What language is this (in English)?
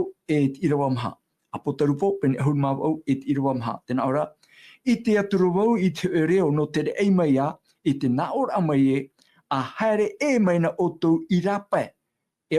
Tahitian